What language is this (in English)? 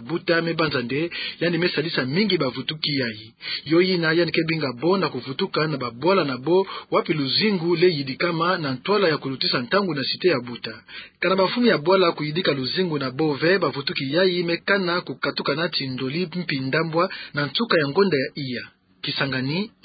Kituba (Democratic Republic of Congo)